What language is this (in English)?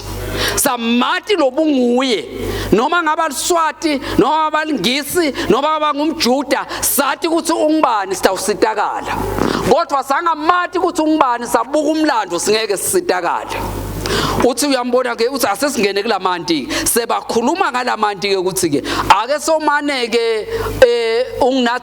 Swati